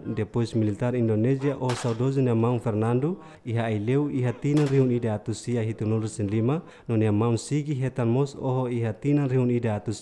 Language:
Tetum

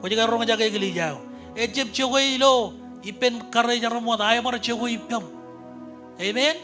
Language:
Marshallese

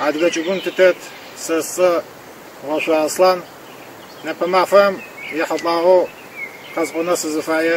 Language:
Adyghe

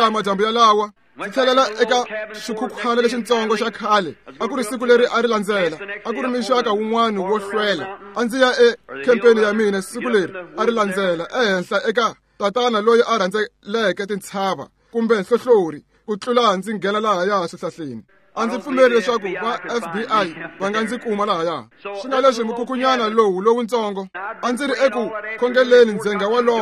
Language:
Tsonga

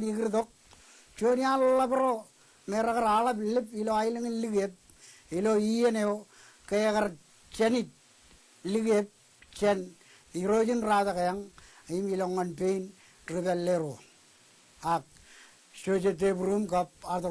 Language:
Marshallese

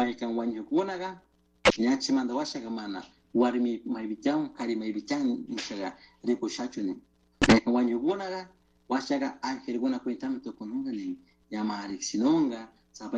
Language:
Chimborazo Highland Quichua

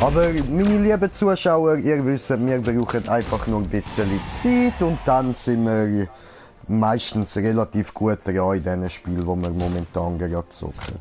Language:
Swiss German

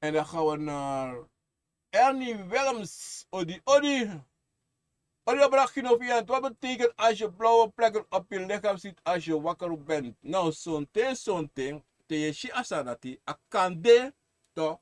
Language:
Sranan Tongo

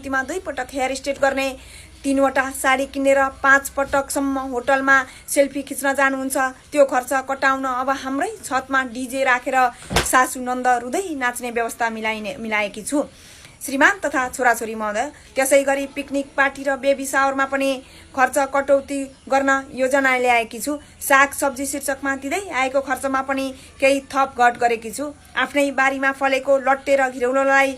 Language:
Nepali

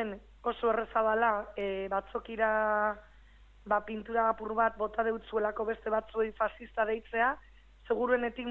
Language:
Basque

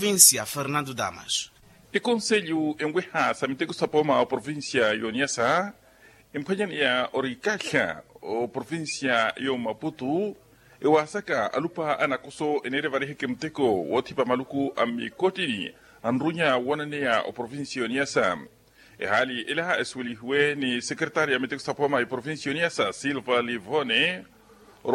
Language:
Makhuwa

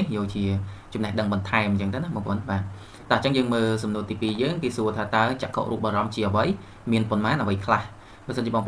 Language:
Khmer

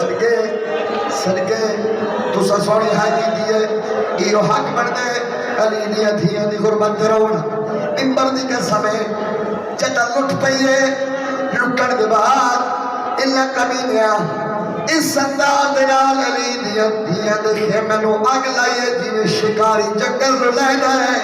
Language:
Saraiki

